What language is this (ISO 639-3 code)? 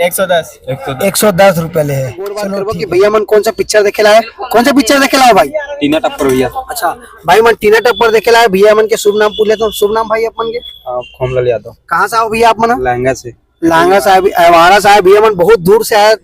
hne